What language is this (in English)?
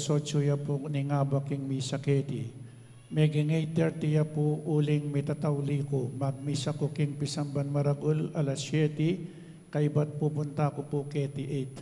Pampanga